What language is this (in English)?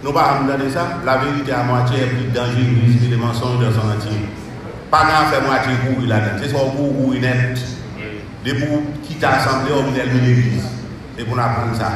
Haitian Creole